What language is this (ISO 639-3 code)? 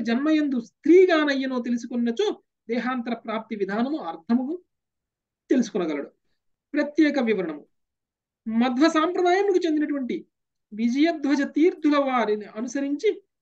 tel